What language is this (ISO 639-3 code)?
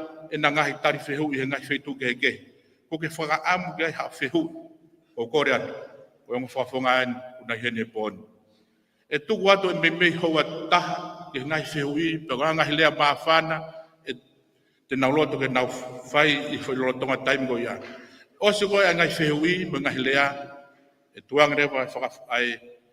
ton